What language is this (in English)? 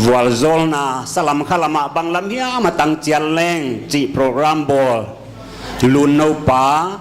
Paite Chin